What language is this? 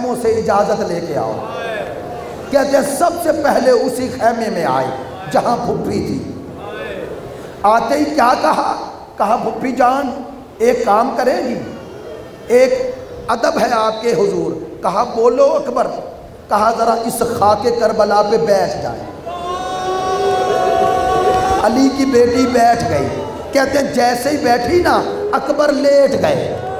Urdu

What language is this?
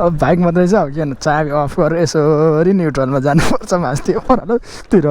Nepali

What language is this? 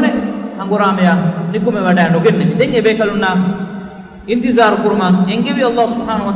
Divehi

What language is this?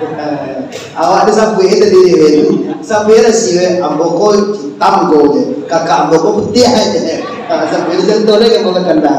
Minangkabau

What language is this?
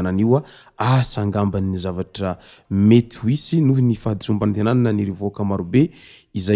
Malagasy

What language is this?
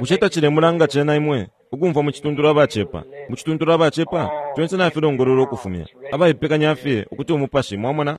Bemba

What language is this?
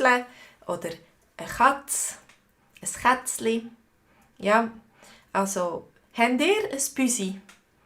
Swiss German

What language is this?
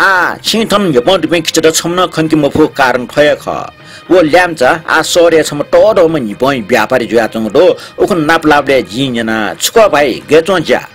Newari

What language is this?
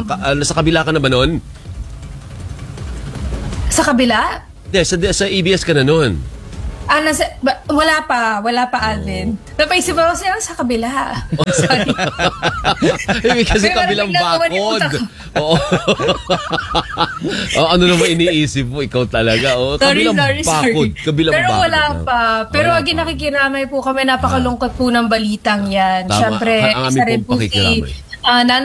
Filipino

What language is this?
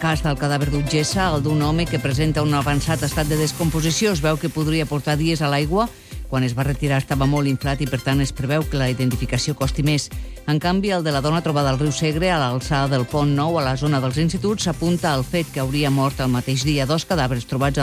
Catalan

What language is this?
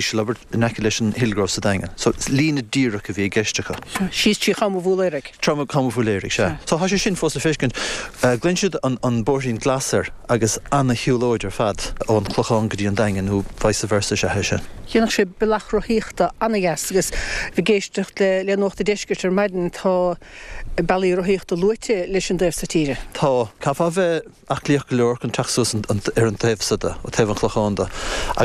Irish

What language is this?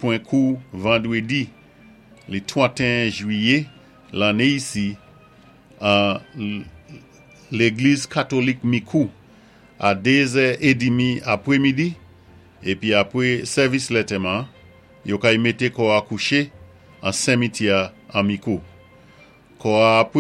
Saint Lucian Creole French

